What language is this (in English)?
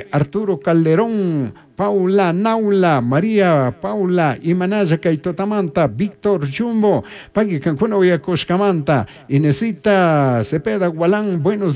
Chimborazo Highland Quichua